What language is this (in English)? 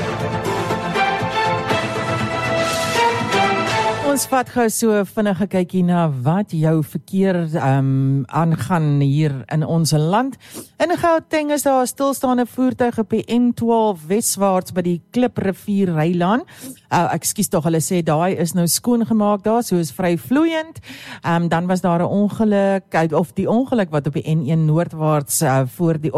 Afrikaans